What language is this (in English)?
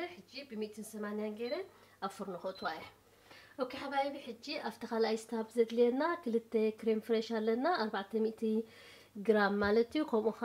Tigrinya